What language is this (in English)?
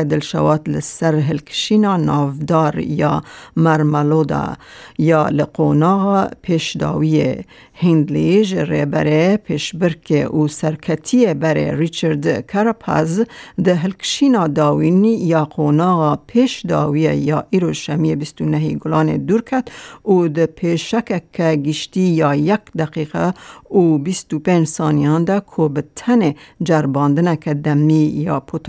Kurdish